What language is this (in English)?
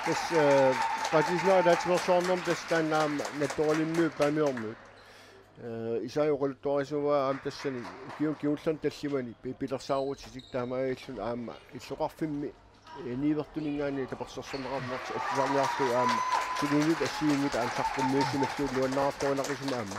Kalaallisut